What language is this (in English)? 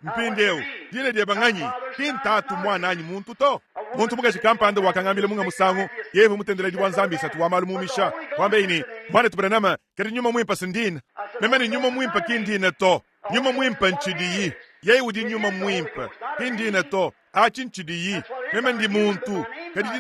Luba-Lulua